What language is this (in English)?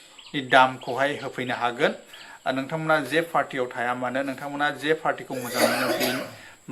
Bodo